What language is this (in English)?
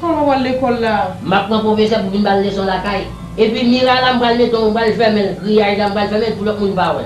Haitian Creole